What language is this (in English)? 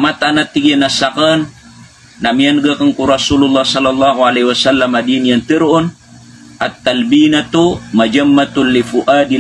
Maranao